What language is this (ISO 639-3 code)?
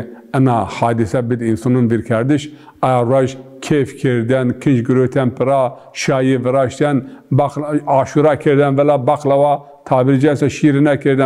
zza